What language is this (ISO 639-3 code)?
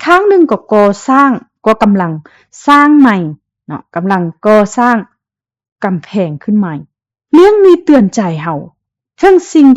lao